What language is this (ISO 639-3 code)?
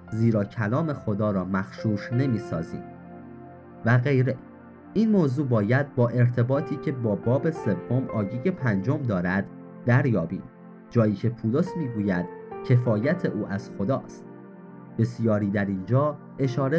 fas